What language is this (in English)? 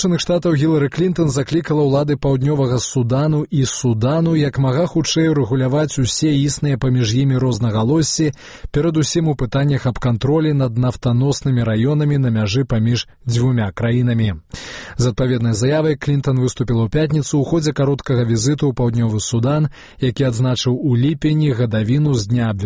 Belarusian